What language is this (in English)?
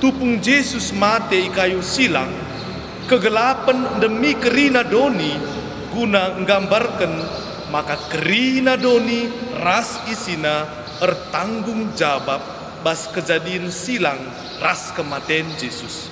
Batak Karo